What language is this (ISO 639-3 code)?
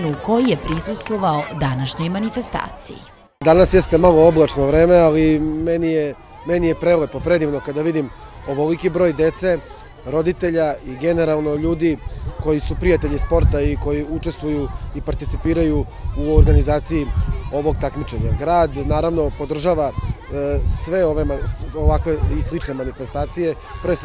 srp